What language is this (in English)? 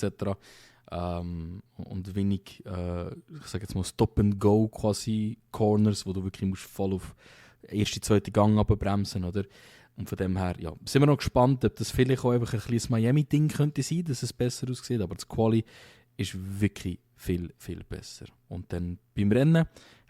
Swiss German